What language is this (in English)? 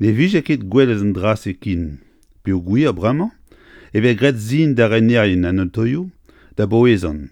Breton